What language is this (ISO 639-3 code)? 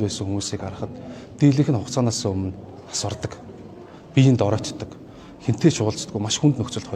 mon